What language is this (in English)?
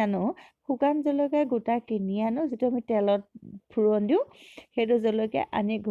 Assamese